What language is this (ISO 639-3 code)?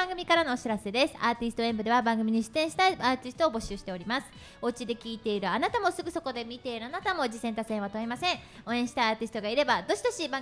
jpn